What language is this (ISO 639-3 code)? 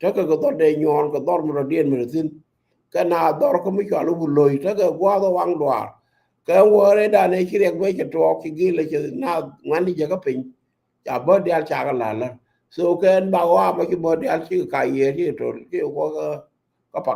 nus